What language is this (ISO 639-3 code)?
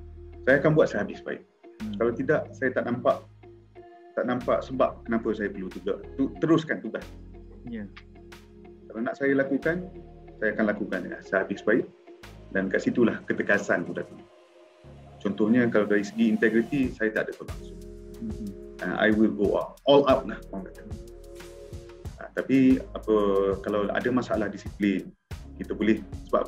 msa